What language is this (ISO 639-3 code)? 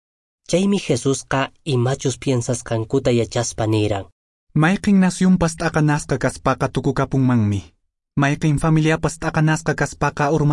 que